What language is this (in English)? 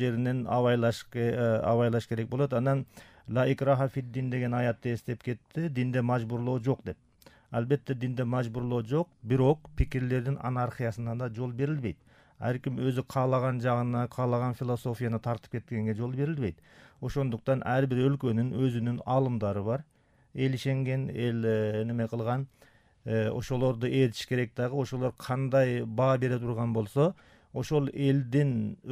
Kyrgyz